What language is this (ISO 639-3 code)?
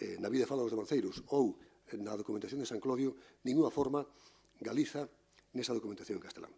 glg